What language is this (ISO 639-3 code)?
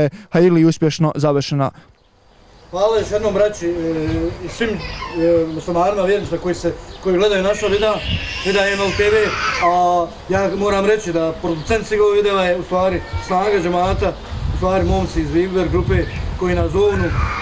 bos